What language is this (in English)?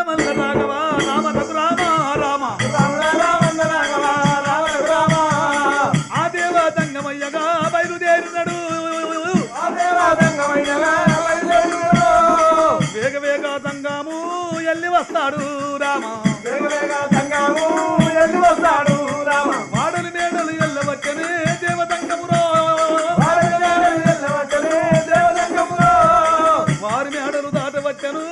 Telugu